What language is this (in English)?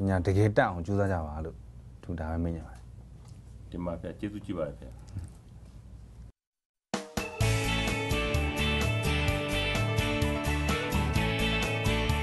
Burmese